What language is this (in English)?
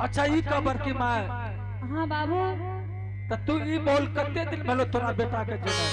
Angika